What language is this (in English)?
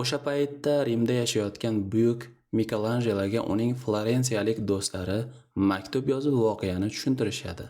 Uzbek